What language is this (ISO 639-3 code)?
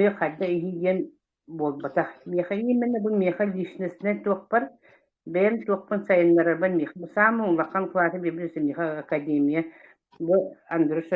sah